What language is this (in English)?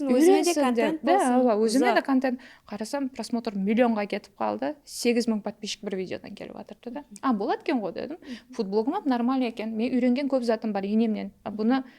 Kara-Kalpak